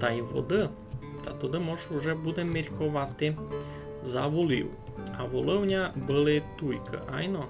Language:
Rusyn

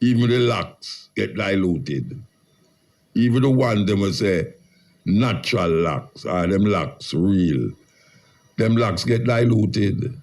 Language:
Jamaican Creole English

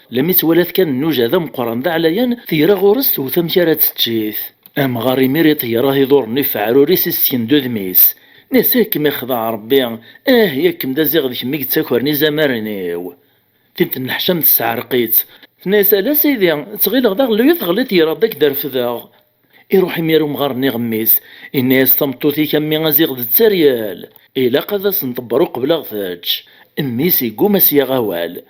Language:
Kabyle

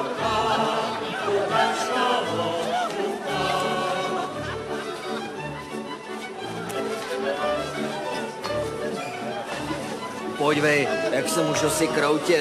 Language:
Czech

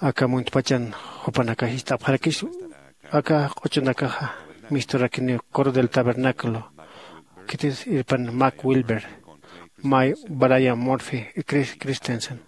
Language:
Aymara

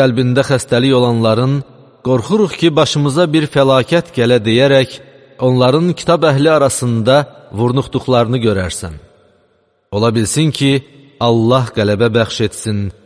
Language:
Azerbaijani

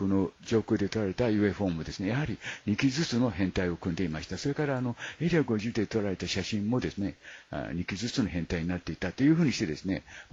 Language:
Japanese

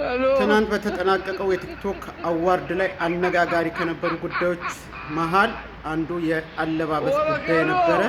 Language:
Amharic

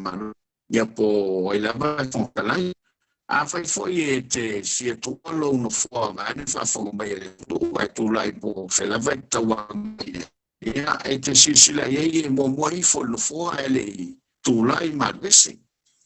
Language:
Samoan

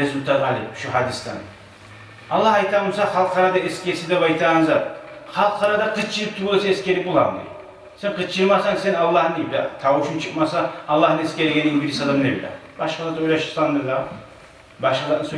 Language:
Kumyk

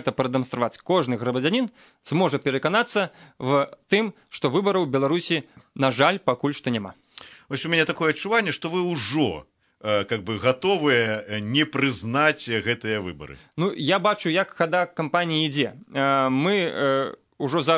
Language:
Belarusian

